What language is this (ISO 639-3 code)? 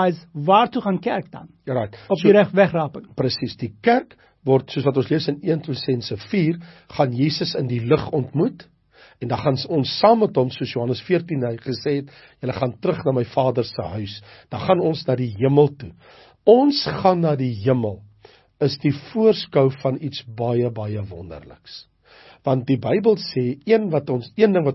afr